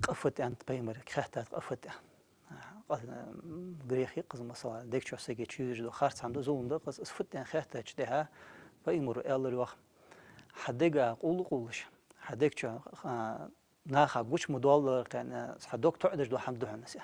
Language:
Ingush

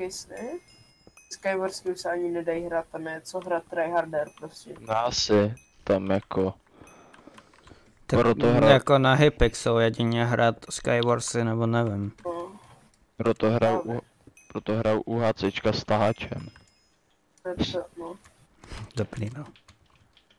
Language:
Czech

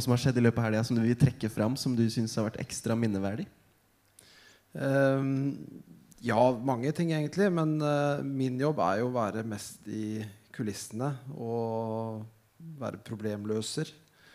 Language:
Norwegian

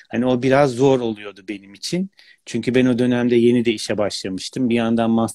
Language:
Turkish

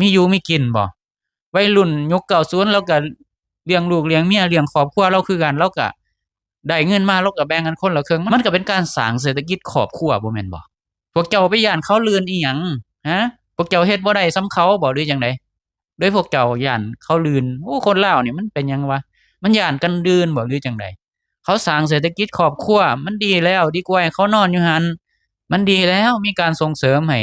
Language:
Lao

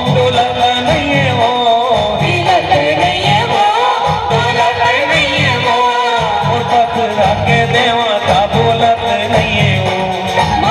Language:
Chhattisgarhi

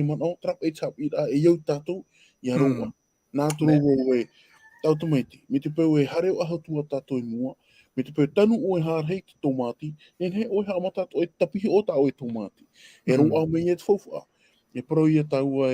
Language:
Tahitian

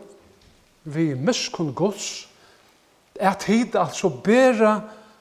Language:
Faroese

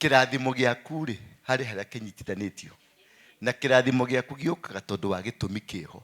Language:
Kikuyu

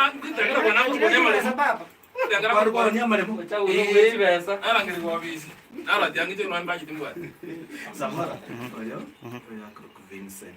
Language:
Gusii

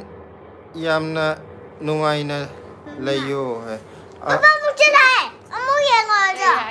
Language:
Manipuri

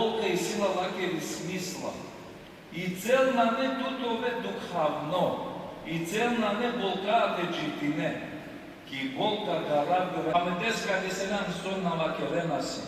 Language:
Balkan Romani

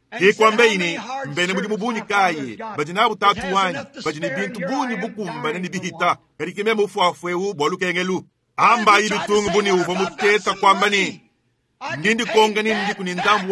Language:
Luba-Lulua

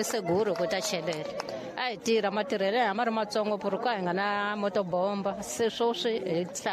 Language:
Tsonga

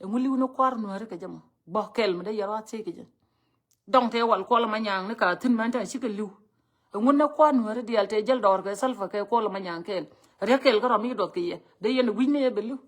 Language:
Nuer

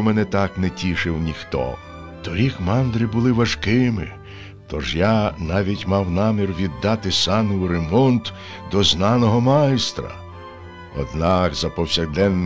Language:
Ukrainian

